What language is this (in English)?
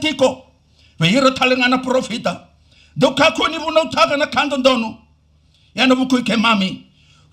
Fijian